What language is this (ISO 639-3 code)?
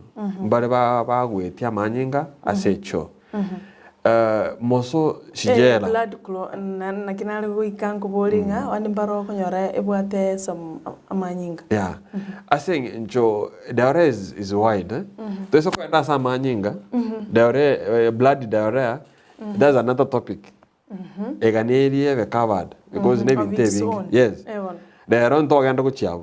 guz